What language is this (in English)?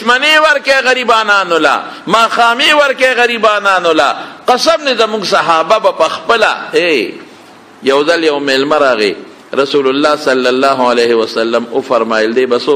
Pashto